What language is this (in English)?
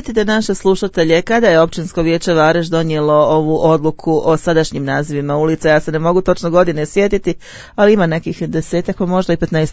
Bosnian